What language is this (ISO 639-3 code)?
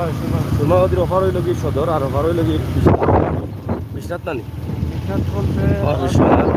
syl